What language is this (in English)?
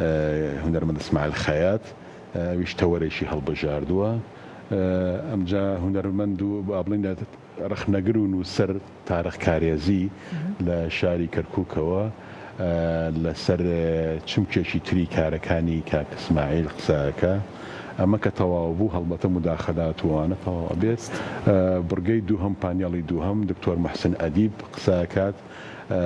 Central Kurdish